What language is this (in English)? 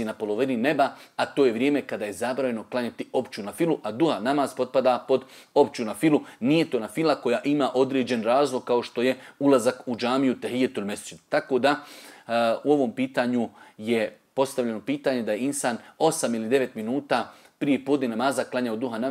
Bosnian